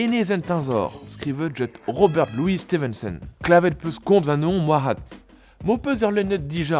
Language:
Breton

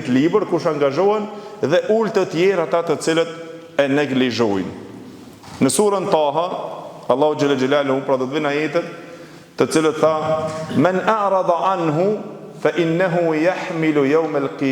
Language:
Albanian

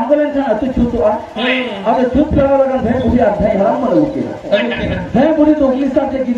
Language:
Santali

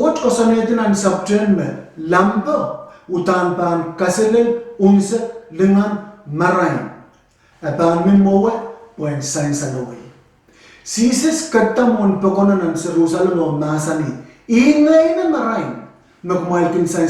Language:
Pohnpeian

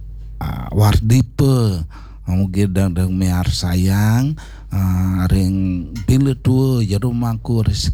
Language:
Balinese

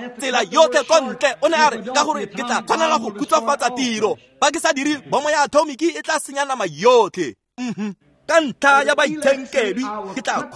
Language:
Tswana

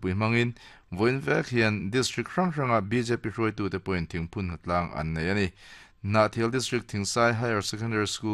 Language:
Mizo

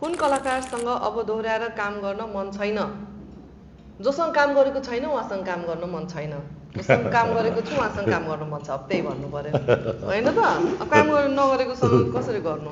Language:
Nepali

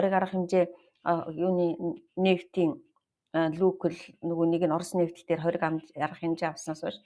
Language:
Mongolian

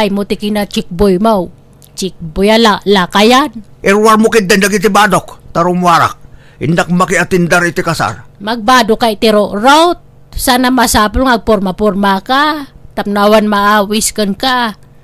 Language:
Iloko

